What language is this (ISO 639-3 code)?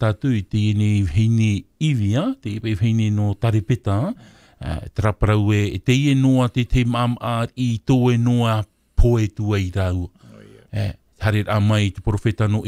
tah